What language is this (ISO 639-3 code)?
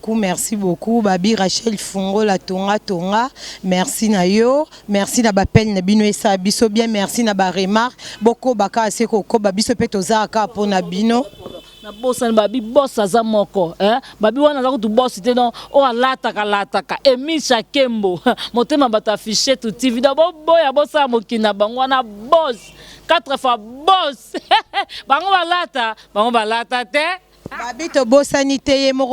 lin